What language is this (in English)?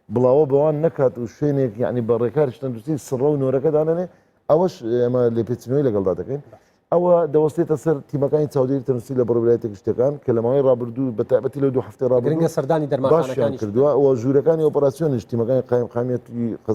Central Kurdish